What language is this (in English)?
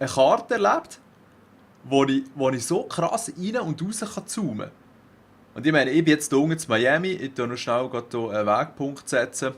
Swiss German